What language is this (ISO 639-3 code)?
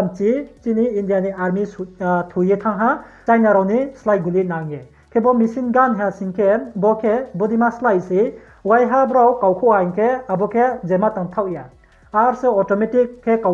ria